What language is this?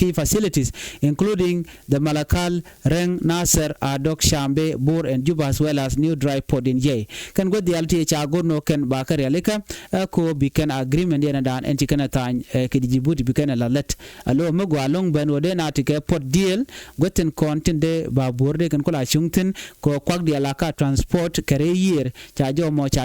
Nuer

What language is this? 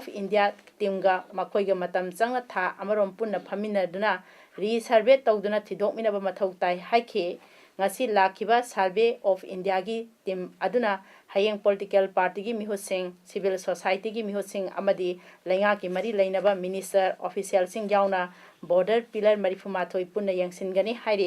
Manipuri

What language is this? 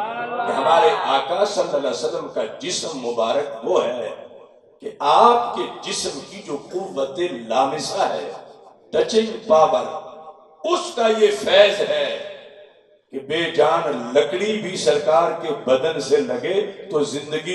Urdu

